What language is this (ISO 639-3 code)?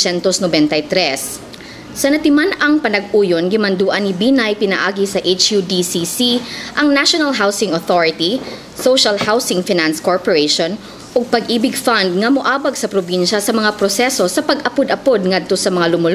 ceb